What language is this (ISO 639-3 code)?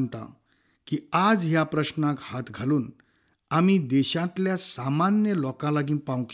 kok